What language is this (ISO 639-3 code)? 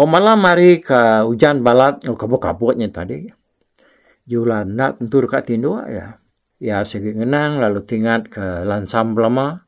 iba